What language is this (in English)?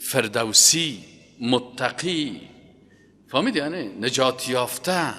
Persian